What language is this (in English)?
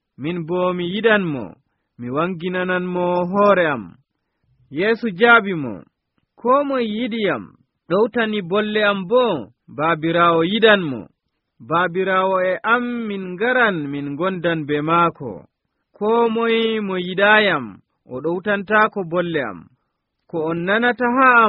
Nigerian Fulfulde